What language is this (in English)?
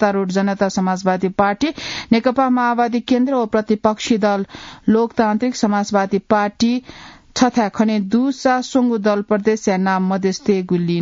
Newari